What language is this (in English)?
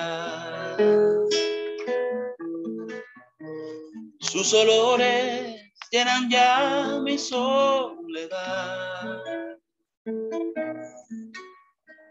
Spanish